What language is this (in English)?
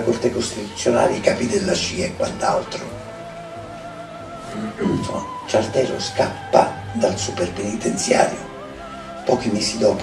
Italian